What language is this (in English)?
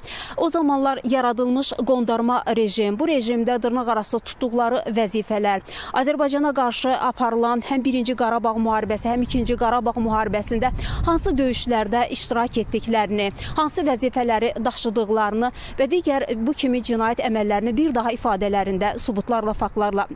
Azerbaijani